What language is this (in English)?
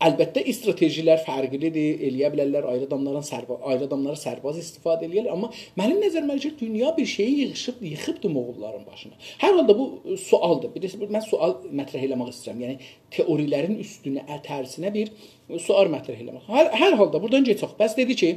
South Azerbaijani